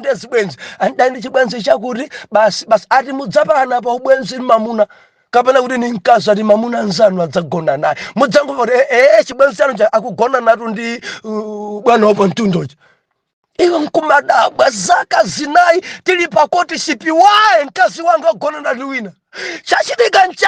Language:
Nyanja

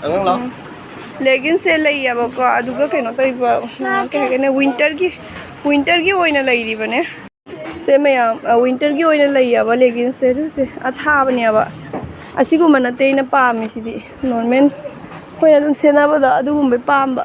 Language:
Manipuri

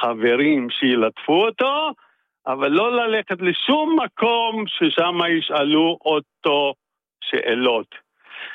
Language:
Hebrew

